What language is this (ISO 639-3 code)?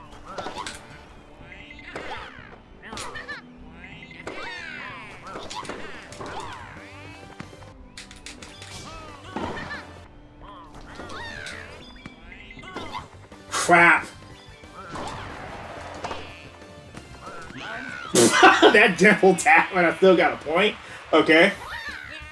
eng